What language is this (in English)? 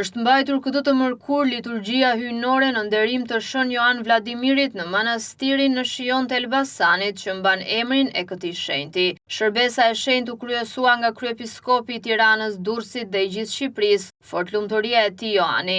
Albanian